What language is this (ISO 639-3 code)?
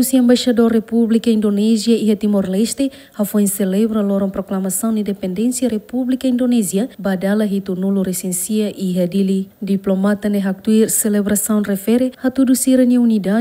tet